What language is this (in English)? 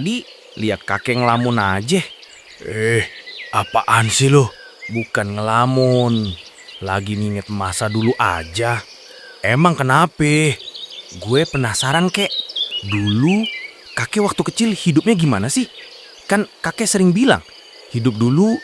Betawi